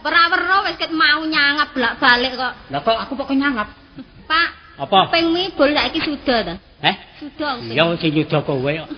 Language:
Javanese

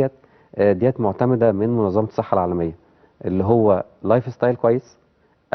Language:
Egyptian Arabic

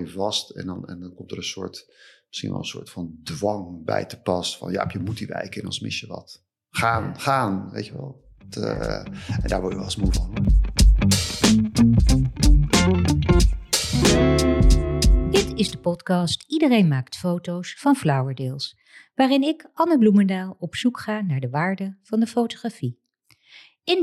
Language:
Dutch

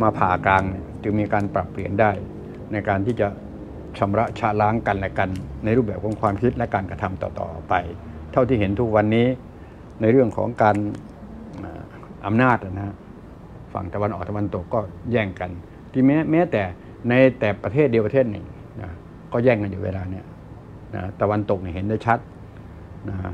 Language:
Thai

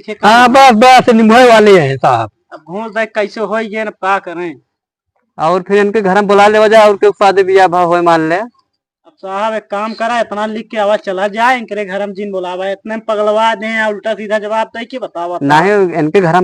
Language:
Awadhi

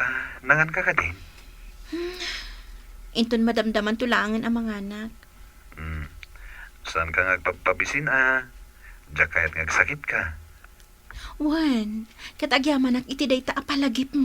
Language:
Iloko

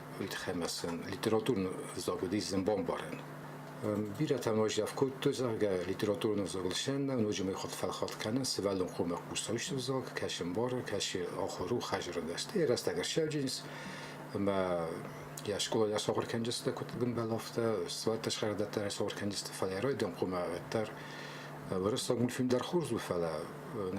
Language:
Ossetic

